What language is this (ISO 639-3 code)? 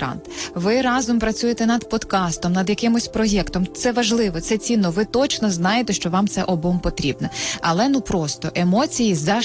ukr